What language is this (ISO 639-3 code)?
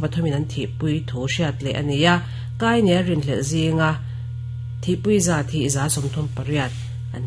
lus